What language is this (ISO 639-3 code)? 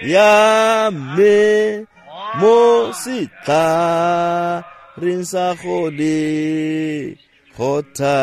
tsn